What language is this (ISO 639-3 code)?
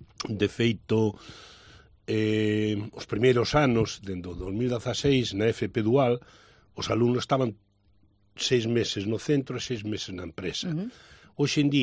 glg